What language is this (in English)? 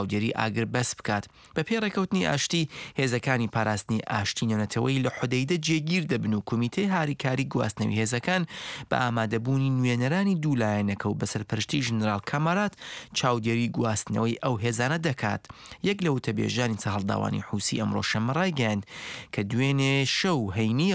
Central Kurdish